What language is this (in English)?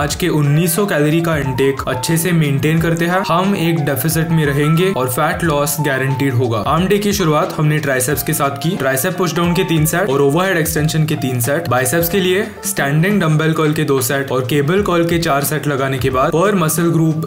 Hindi